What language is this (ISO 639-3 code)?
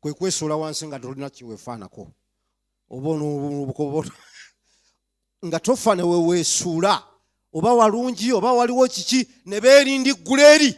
lug